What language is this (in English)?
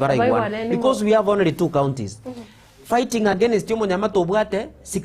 Gusii